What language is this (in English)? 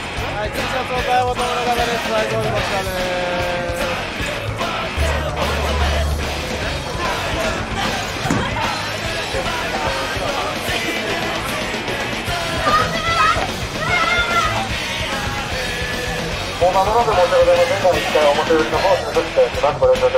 Japanese